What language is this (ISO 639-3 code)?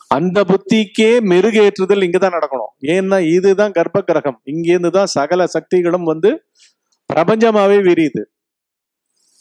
tam